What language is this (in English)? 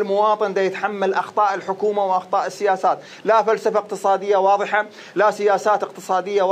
Mesopotamian Arabic